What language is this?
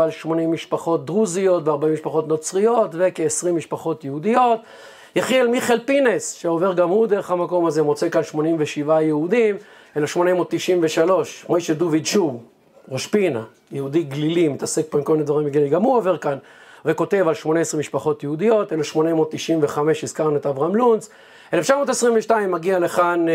Hebrew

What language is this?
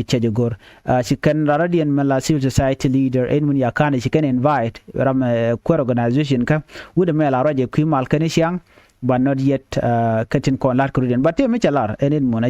Nuer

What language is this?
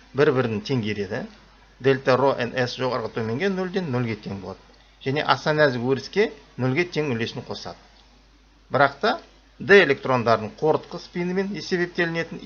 Kazakh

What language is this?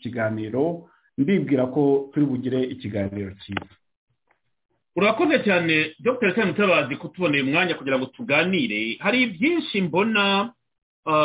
Kinyarwanda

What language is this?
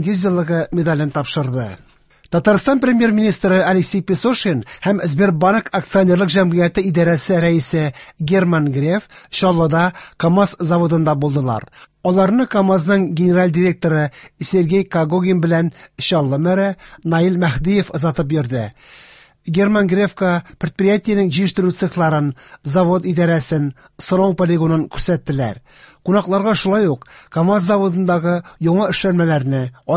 Tatar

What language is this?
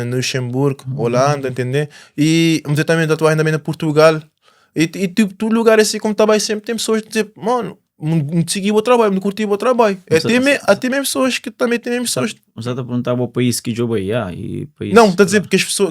Kabuverdianu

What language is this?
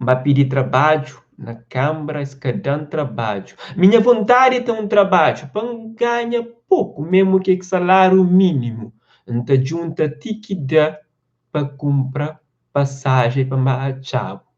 Kabuverdianu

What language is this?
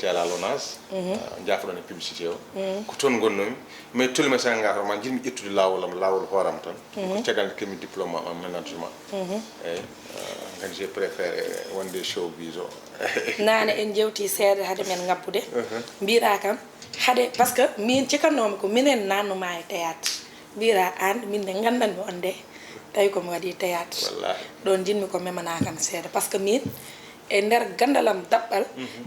Fula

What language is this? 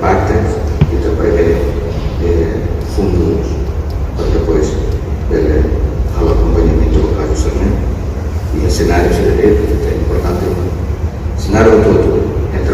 Tetum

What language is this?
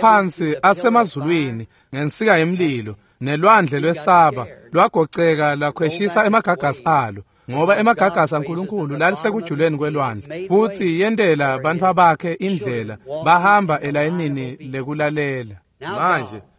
Swati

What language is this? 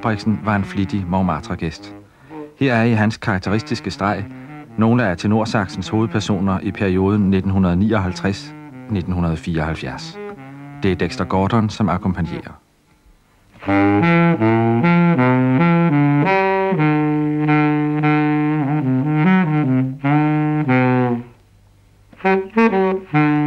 Danish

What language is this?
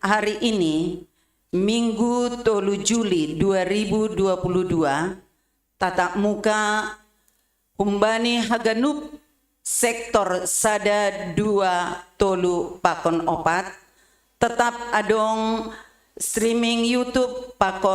Batak Simalungun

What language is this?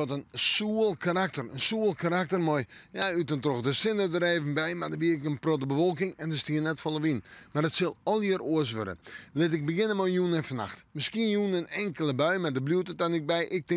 Western Frisian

